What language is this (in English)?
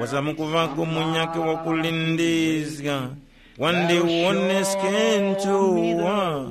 Tumbuka